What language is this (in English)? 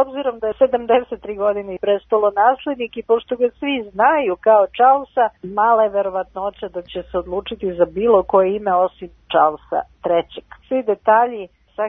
Serbian